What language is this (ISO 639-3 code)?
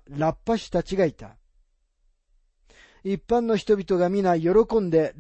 jpn